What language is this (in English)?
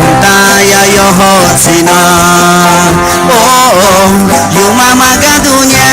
Akha